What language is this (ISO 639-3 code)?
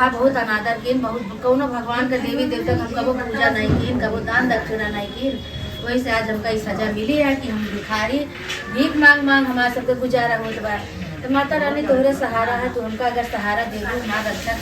awa